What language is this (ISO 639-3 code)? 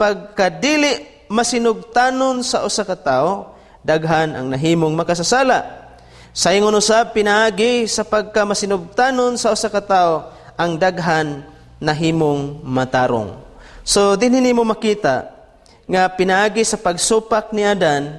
ceb